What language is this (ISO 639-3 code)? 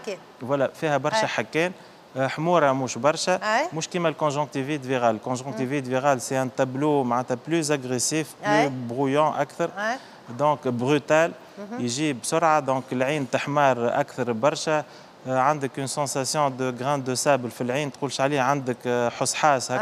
aeb